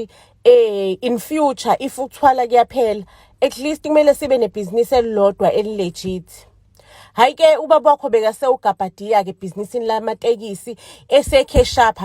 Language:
Zulu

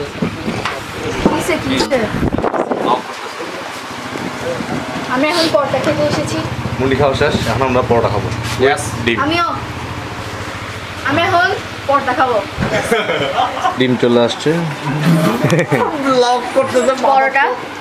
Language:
Bangla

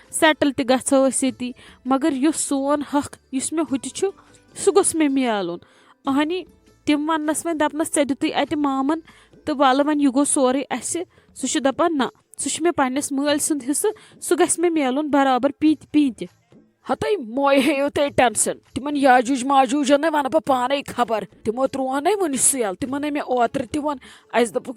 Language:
Kashmiri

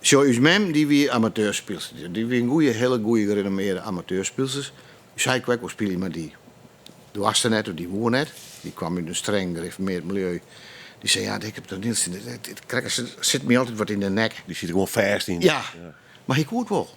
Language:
Western Frisian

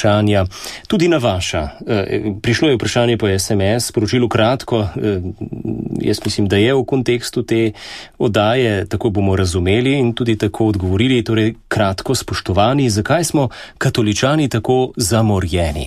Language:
Slovenian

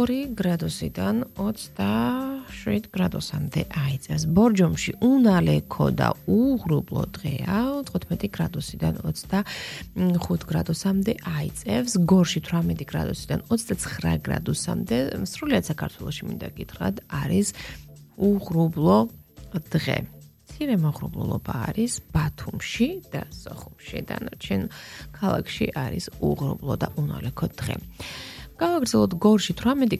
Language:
Georgian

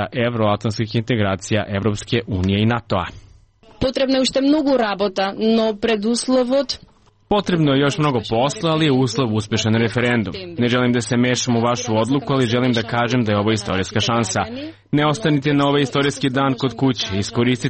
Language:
Serbian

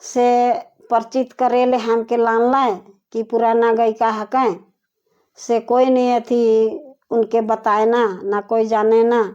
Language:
Sadri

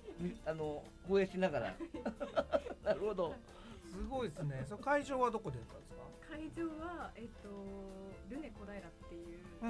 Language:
Japanese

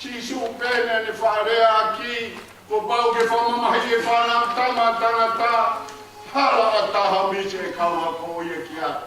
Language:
Tongan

